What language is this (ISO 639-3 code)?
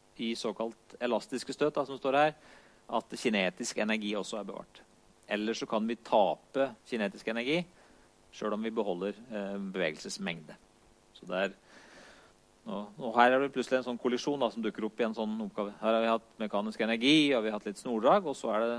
nor